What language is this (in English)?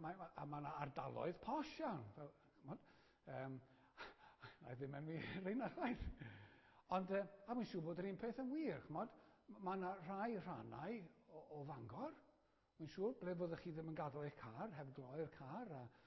Welsh